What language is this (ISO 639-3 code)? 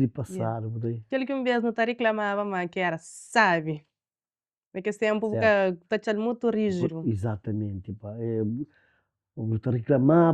kea